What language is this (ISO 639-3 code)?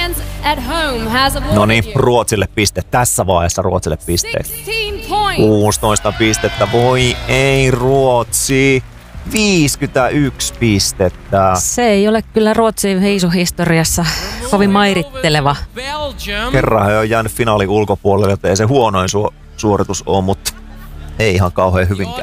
fin